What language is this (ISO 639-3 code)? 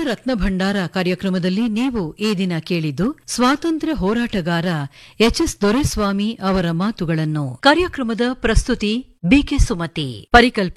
kan